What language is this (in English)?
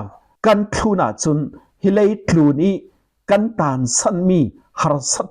Falam Chin